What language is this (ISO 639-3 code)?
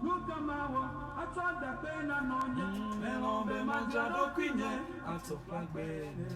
ewe